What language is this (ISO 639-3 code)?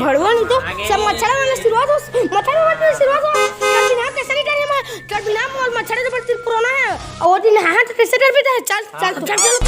hne